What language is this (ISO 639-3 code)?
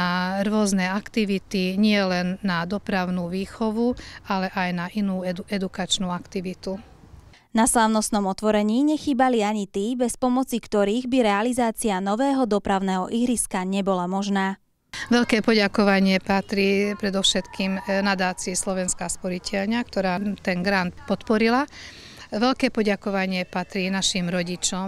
slk